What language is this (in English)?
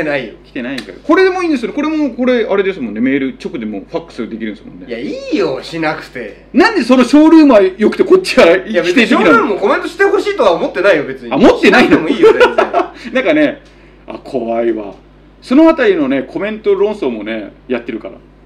Japanese